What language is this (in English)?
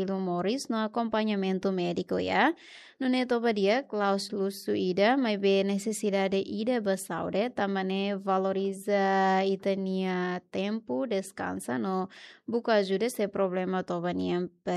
Tetum